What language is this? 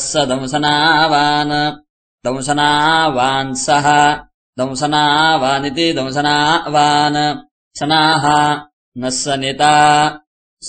Sanskrit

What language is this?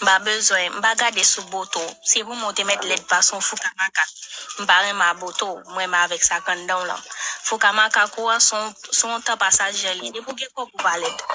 Haitian Creole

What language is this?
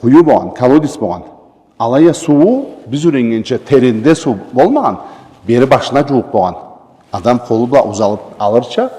Karachay-Balkar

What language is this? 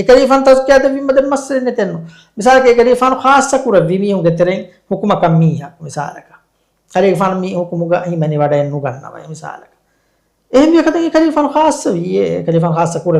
Divehi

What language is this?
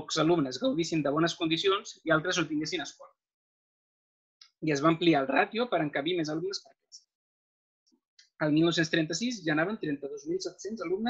Catalan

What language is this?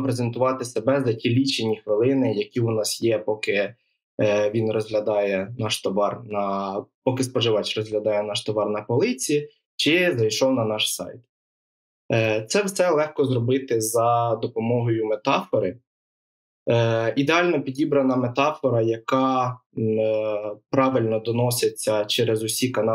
Ukrainian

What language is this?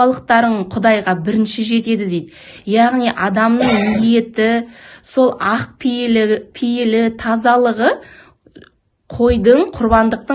Kazakh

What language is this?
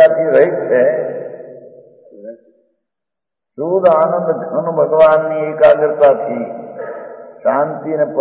Gujarati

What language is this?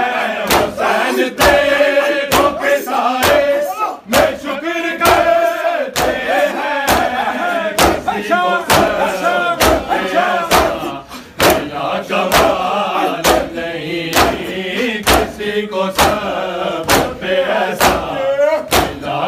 Urdu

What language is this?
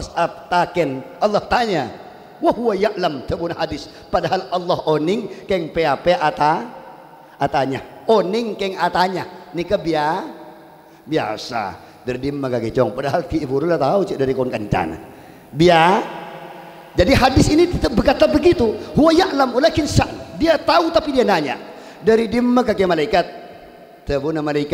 Madurese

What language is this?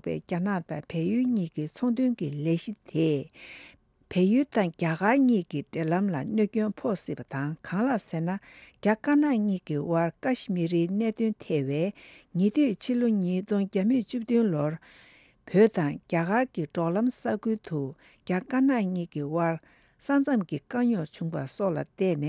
Tibetan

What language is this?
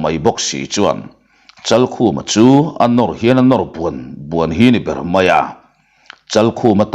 Mizo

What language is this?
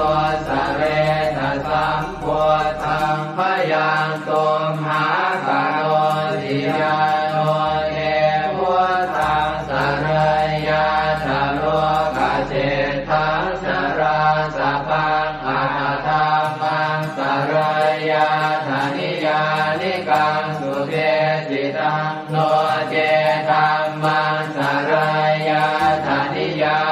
Pali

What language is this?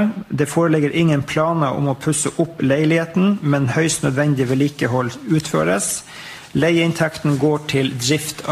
Norwegian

